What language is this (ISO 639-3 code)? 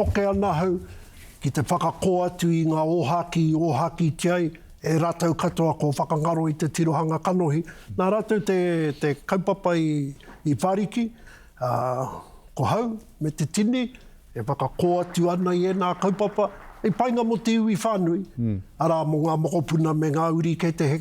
mri